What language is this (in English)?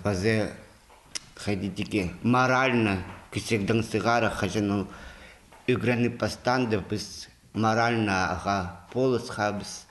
Khakas